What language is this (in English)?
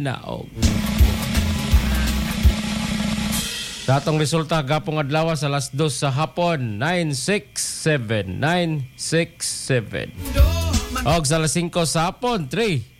Cebuano